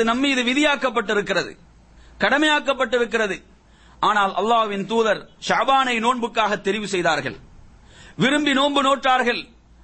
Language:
Tamil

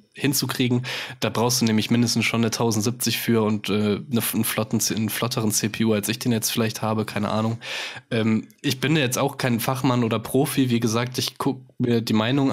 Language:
German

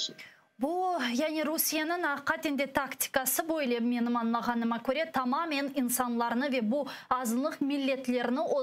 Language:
Crimean Tatar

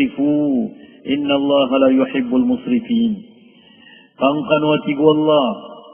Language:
Maranao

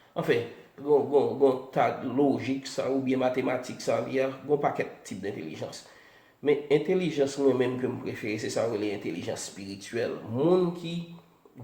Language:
Haitian Creole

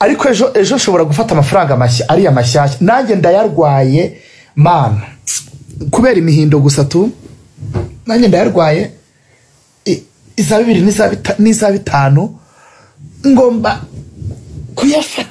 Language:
Kinyarwanda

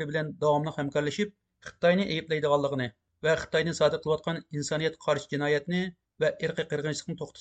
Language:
Uyghur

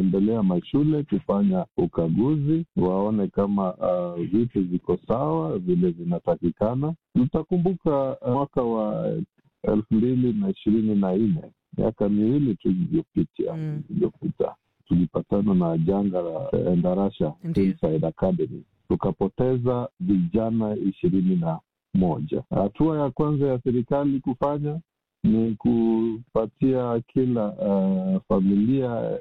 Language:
Swahili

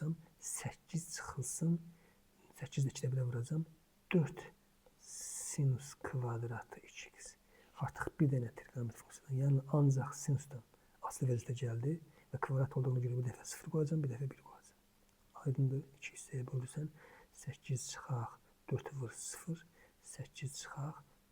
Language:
Azerbaijani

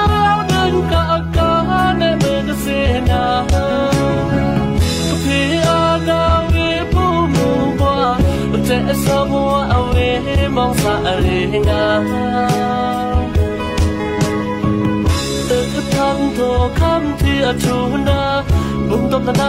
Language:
Vietnamese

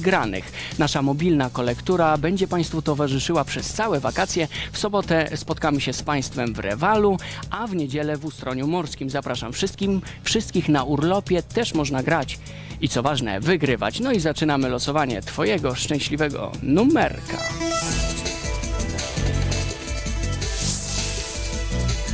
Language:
Polish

